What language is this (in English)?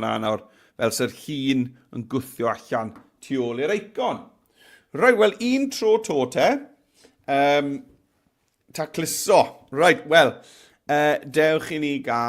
Welsh